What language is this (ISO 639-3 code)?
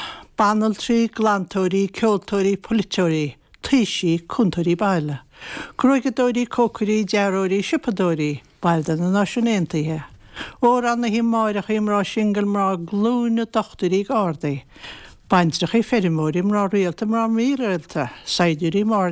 gle